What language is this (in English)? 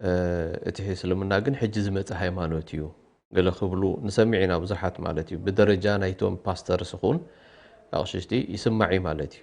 Tigrinya